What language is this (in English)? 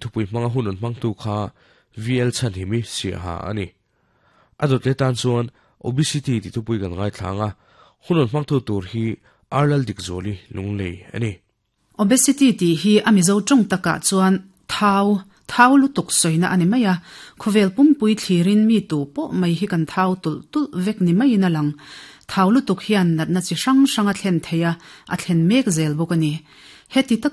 Mizo